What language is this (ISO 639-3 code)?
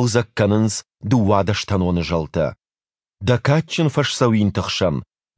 oss